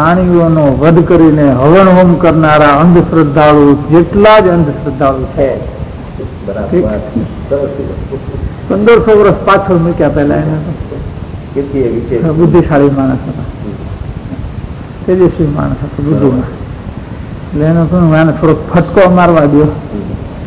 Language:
Gujarati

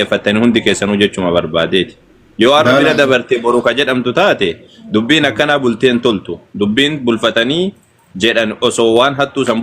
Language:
Oromo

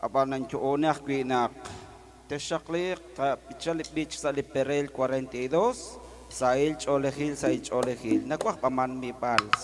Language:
Kekchí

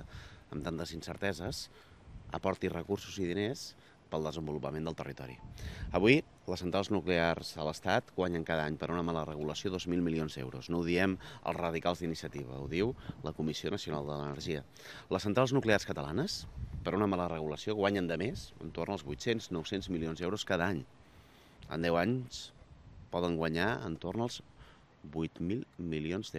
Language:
Catalan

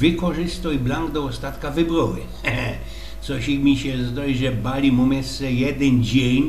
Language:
Silesian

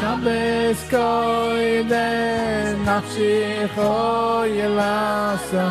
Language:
Yiddish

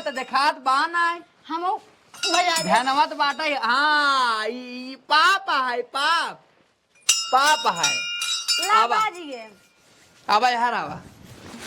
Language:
Awadhi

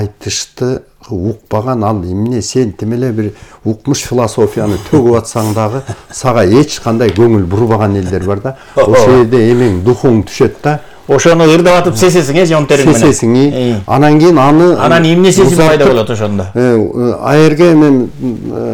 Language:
Kyrgyz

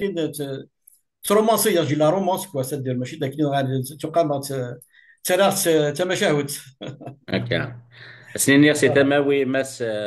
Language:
Kabyle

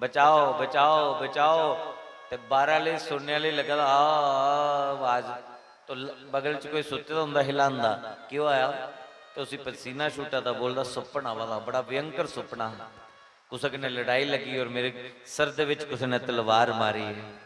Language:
Dogri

